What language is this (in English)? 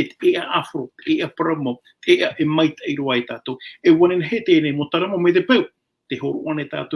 Tahitian